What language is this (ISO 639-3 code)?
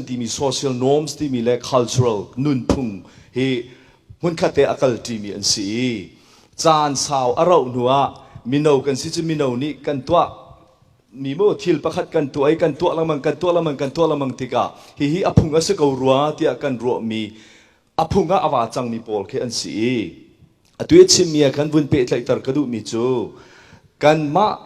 cnh